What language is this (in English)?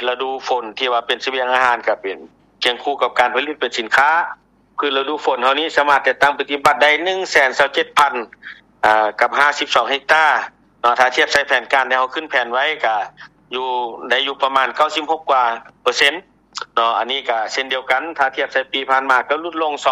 Lao